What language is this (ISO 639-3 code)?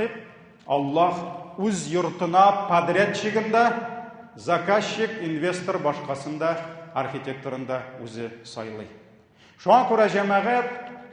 tat